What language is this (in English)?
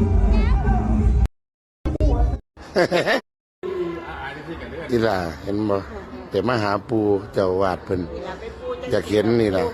Northeastern Thai